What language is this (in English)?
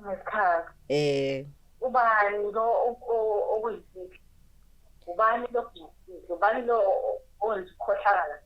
Zulu